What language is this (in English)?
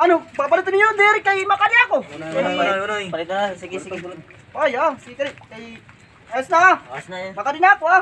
Waray